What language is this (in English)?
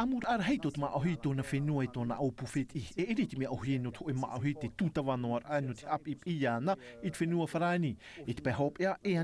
Tahitian